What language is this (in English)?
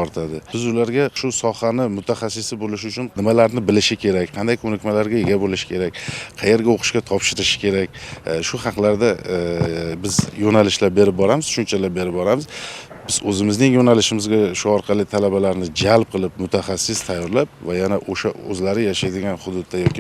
Uzbek